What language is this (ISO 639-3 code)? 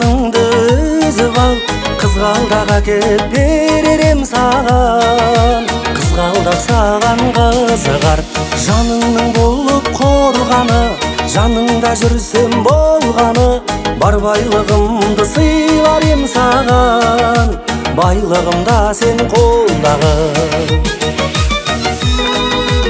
kaz